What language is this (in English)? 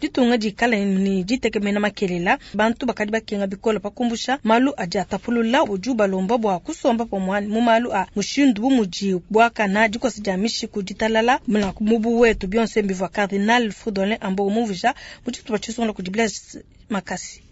Luba-Lulua